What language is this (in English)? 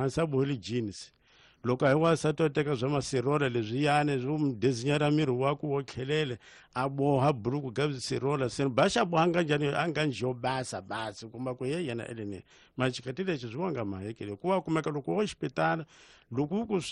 Tsonga